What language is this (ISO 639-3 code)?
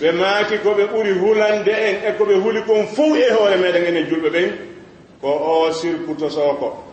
ful